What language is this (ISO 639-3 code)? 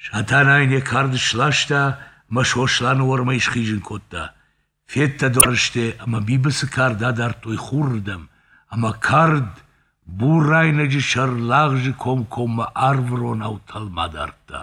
oss